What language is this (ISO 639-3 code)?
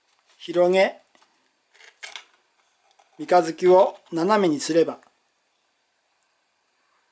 jpn